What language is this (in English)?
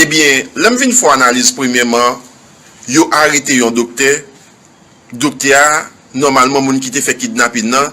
Haitian Creole